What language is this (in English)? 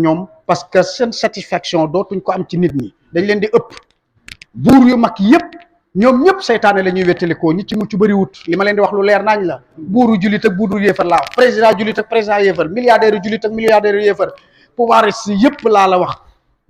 Wolof